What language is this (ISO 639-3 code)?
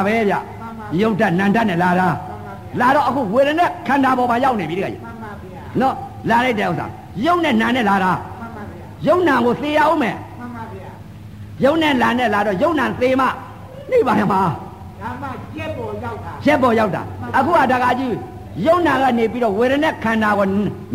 mya